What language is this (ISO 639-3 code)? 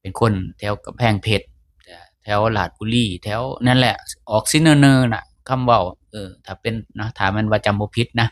lao